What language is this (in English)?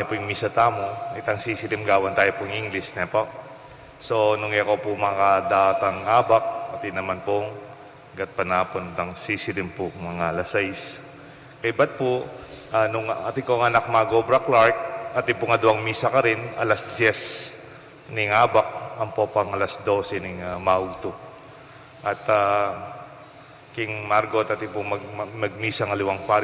Pampanga